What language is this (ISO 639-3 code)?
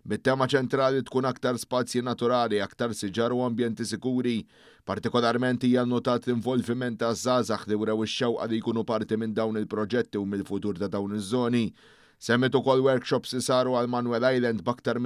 mlt